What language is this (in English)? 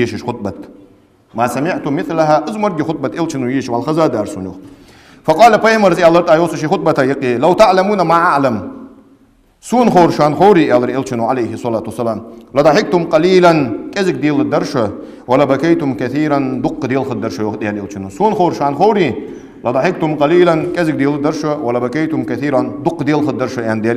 Ingush